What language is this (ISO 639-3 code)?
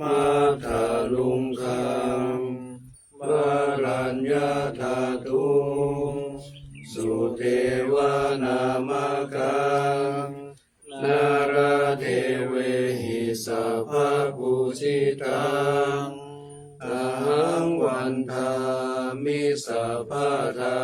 pli